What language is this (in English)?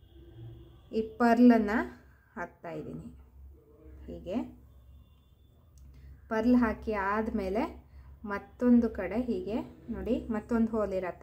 Kannada